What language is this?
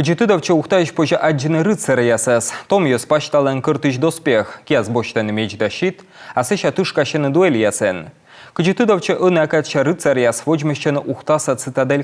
Komi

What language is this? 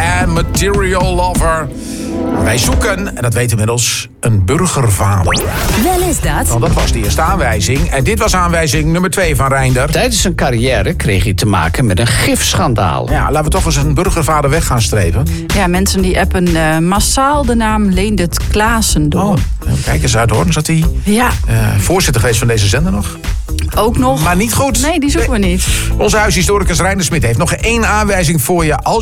Dutch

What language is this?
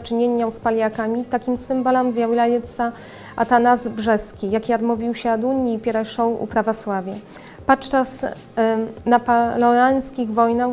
Belarusian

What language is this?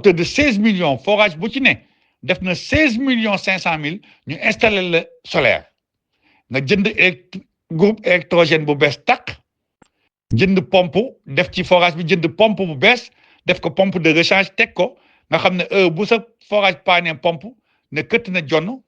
Wolof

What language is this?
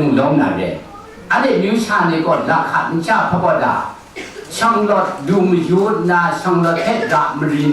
Kachin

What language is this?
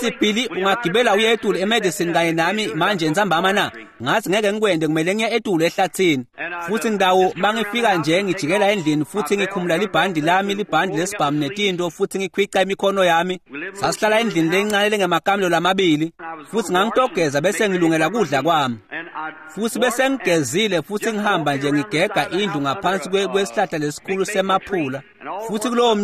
Swati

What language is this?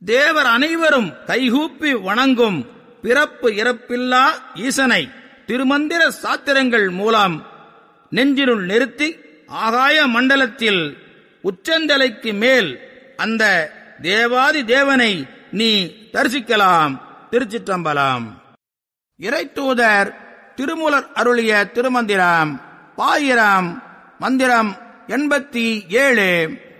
Tamil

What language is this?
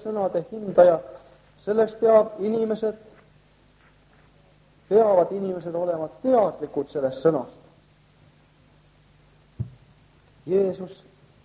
Estonian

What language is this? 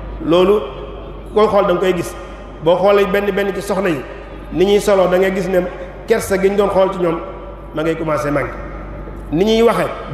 Wolof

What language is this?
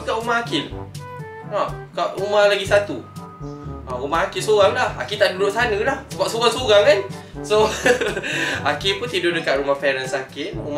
Malay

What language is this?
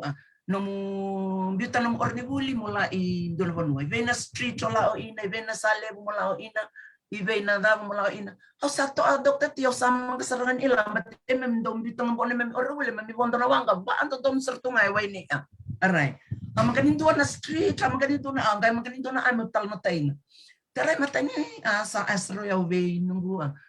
Fijian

